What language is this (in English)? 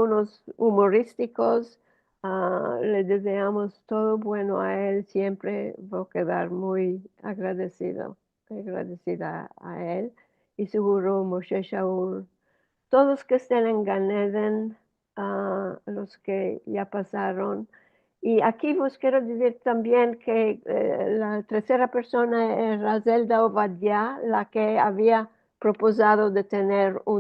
Ladino